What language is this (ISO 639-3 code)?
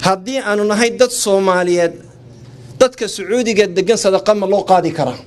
som